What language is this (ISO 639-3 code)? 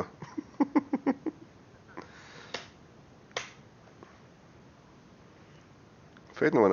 bar